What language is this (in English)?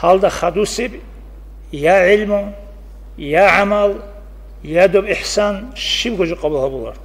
Avaric